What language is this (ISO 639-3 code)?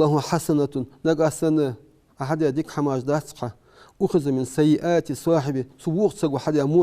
inh